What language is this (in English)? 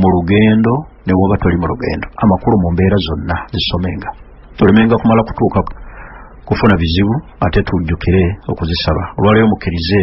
Ganda